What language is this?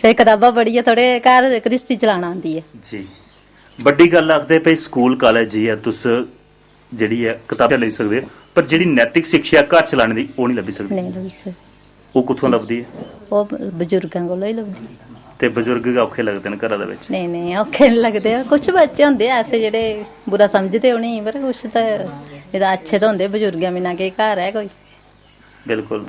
Dogri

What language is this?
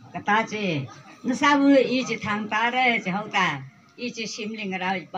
Tangkhul Naga (India)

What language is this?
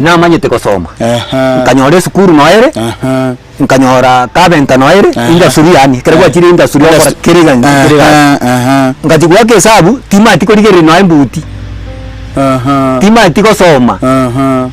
Gusii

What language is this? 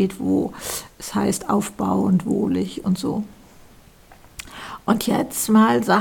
German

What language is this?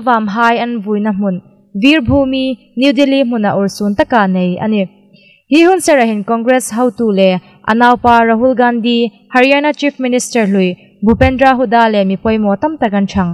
Hmar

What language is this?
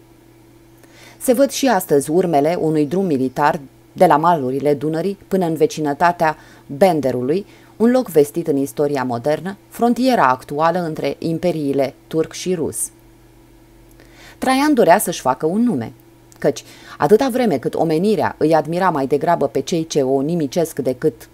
Romanian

